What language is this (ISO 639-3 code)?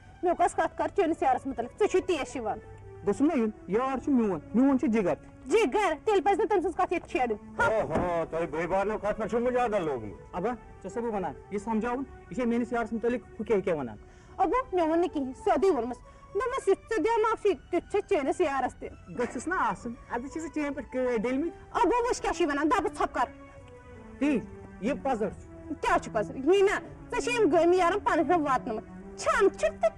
kas